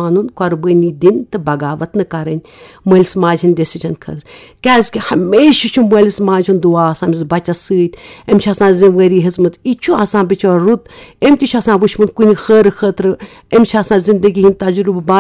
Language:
Kashmiri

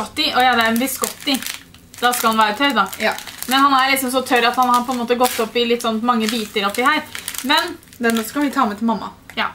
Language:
Norwegian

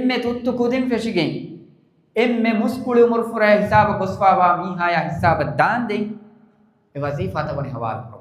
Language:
Divehi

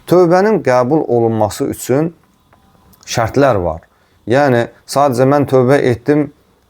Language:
Azerbaijani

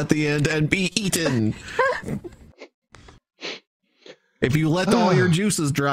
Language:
English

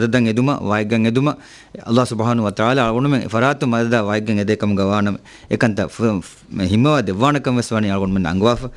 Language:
Divehi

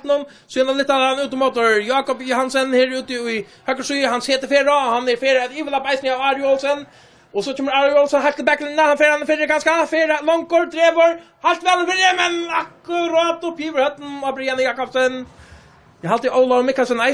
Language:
Faroese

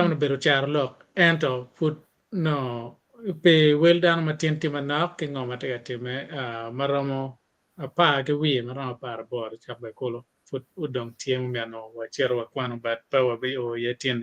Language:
Acoli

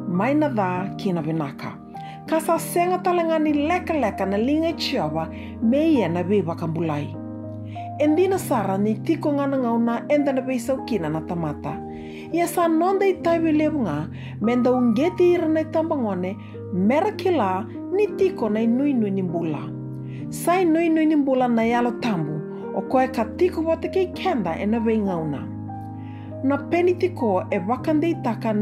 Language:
Fijian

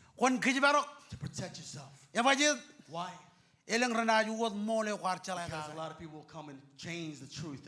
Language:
Marshallese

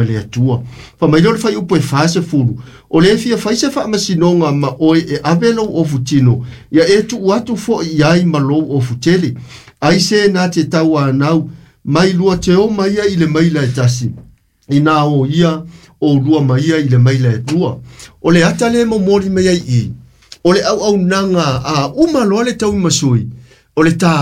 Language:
Samoan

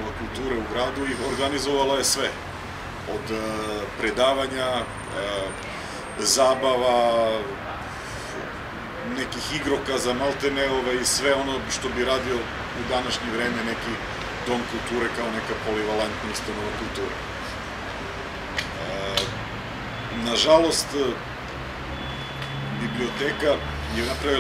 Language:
Serbian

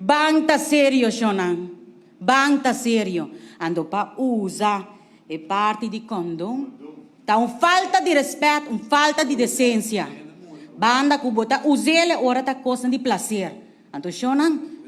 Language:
Papiamento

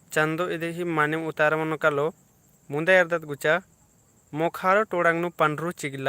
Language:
Kurukh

